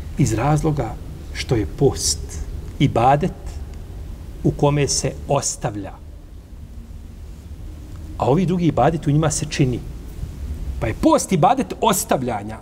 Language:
Bosnian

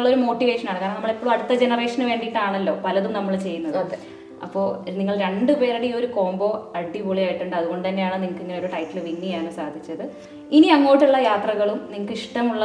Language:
Malayalam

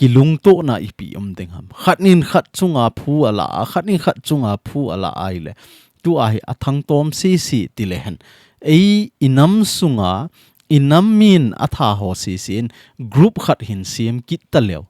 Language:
Thado Chin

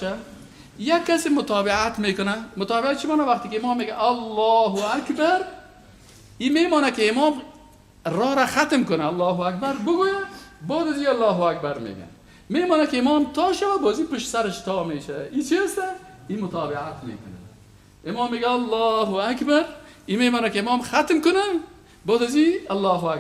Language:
Persian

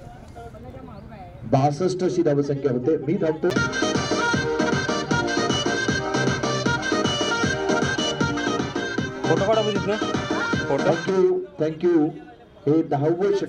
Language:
Marathi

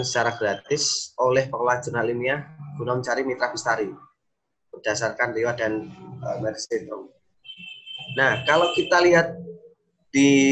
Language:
Indonesian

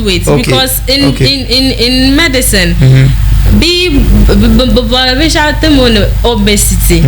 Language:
Dagbani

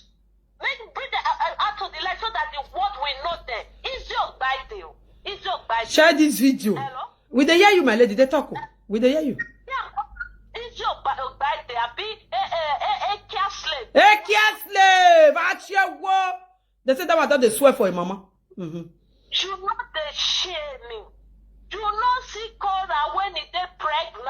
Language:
Nigerian Pidgin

